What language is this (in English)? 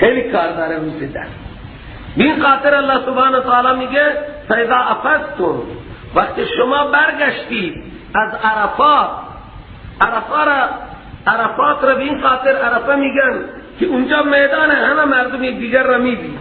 Persian